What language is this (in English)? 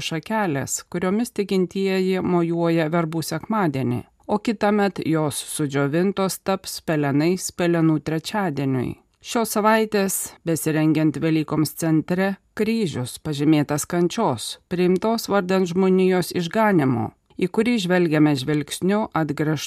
Lithuanian